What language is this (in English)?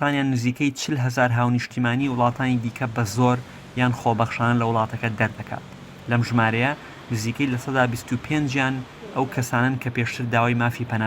Central Kurdish